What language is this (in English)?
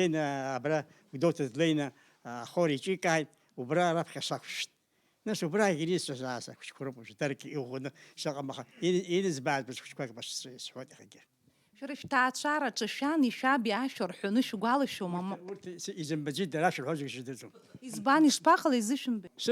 Abkhazian